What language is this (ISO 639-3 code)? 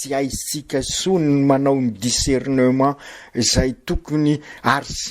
mlg